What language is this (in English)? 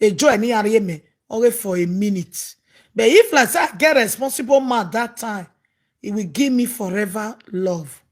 Nigerian Pidgin